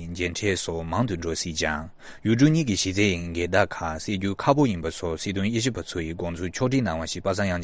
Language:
Tibetan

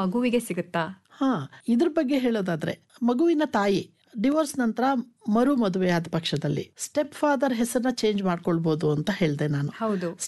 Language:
Kannada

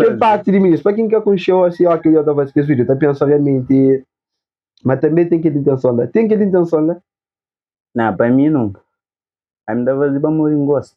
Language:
Kabuverdianu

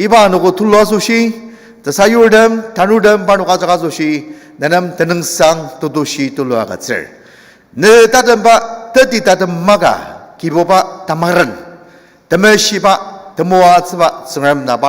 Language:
Ao Naga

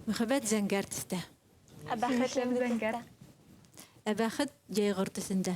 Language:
Bashkir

